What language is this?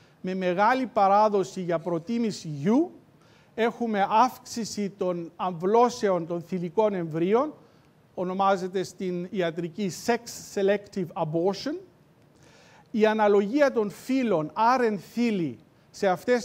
Greek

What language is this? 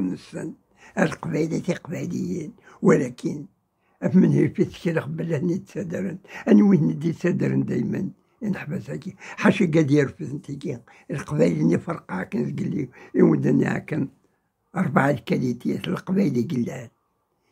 Kabyle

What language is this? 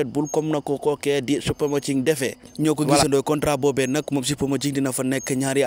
Wolof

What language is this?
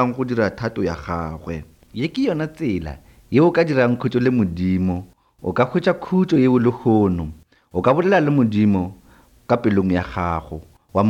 Northern Sotho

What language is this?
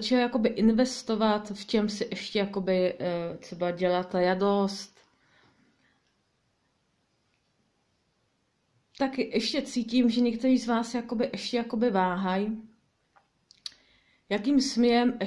Czech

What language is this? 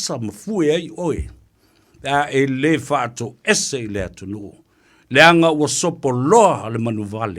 Samoan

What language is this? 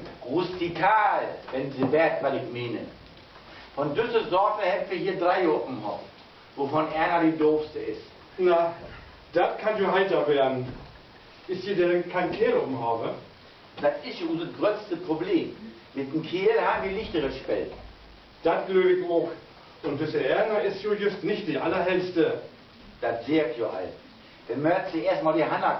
Low German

